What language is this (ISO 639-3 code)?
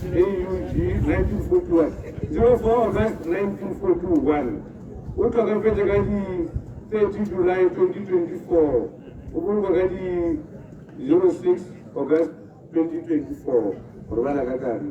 tsn